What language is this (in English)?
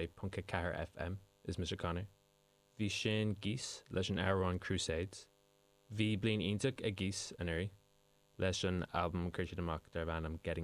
Irish